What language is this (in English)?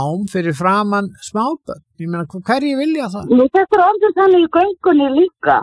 Icelandic